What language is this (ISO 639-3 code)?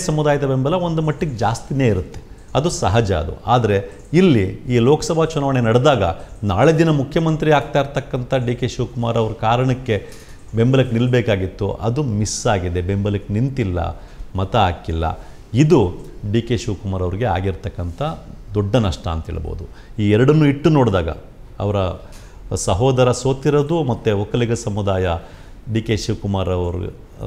kan